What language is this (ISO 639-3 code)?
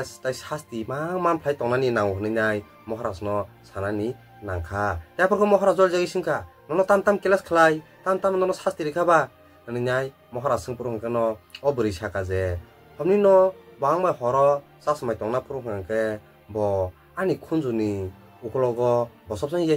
trp